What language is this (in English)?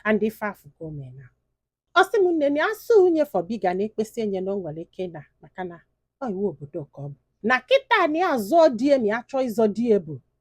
Igbo